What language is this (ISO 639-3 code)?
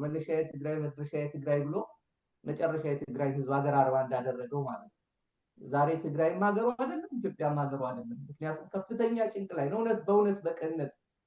amh